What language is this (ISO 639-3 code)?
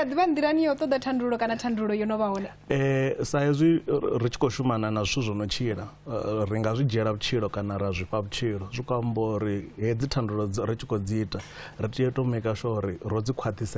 ven